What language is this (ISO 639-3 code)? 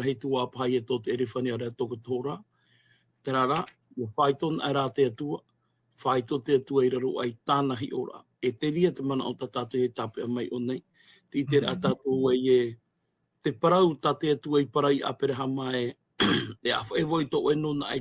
tah